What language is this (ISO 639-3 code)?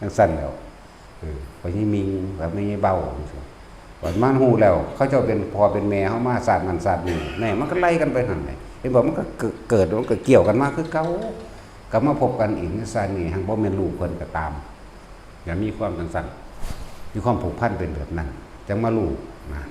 tts